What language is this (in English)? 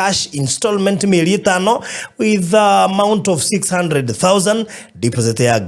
Kikuyu